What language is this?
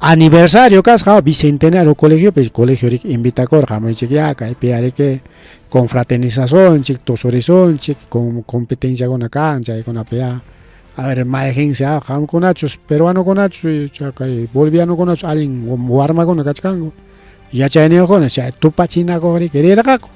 Ayacucho Quechua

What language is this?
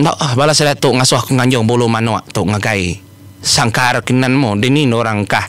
Iban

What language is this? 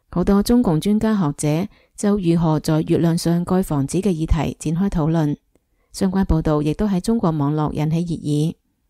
Cantonese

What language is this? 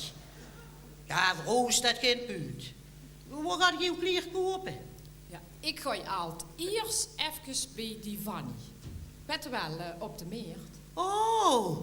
Limburgish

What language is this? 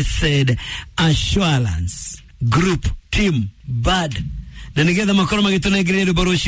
Kikuyu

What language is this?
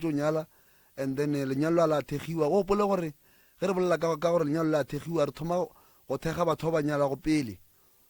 Northern Sotho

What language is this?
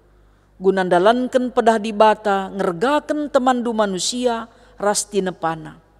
Batak Karo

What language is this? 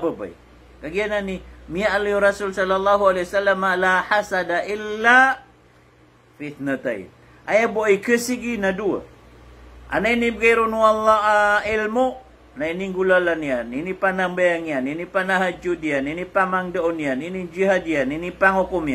Maranao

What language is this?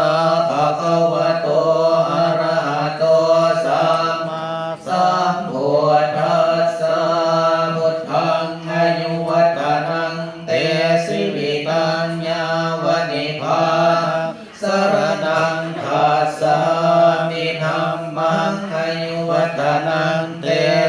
Pali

